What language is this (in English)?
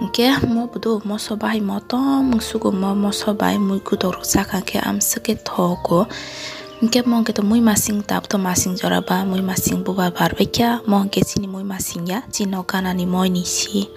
Kok Borok